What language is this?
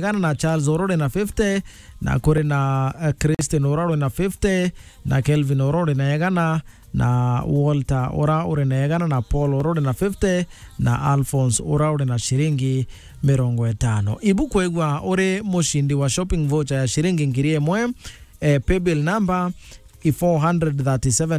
Meru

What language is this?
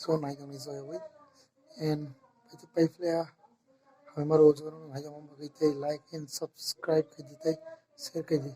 Kok Borok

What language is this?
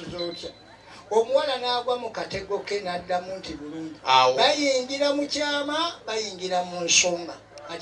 Ganda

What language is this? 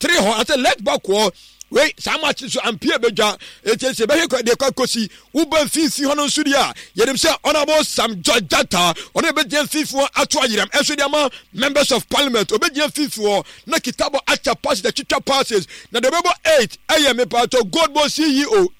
Akan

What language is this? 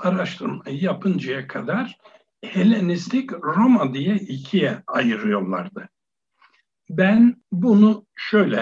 Turkish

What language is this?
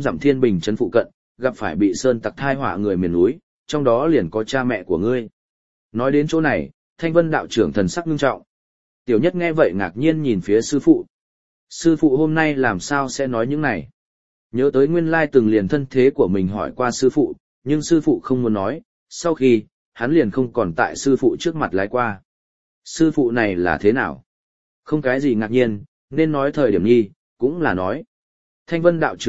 Vietnamese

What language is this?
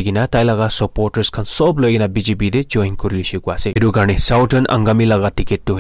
Naga Pidgin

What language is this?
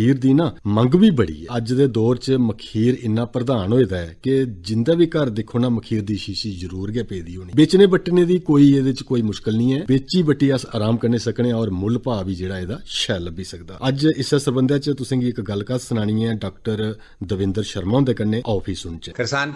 Dogri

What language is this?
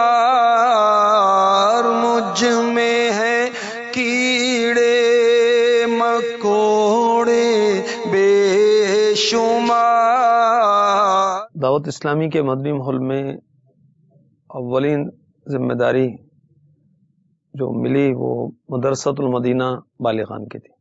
Urdu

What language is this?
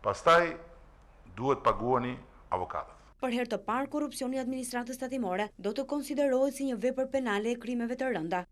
Albanian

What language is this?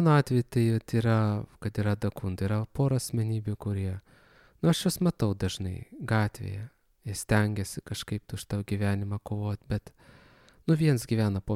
Lithuanian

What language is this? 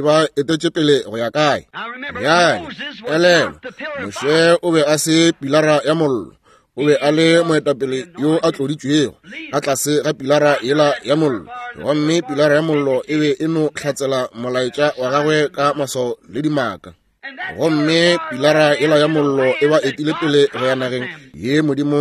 Northern Sotho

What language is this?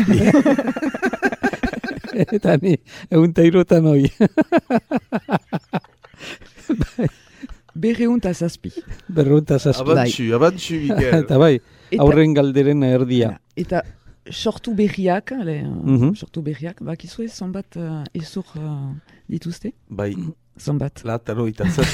Basque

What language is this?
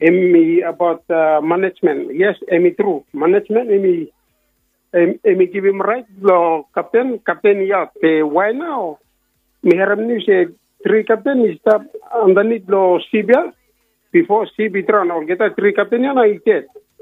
Bislama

